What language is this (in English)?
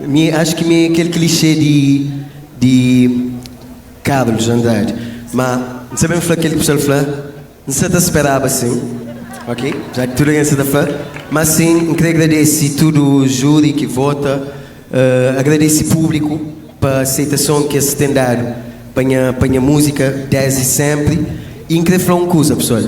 Kabuverdianu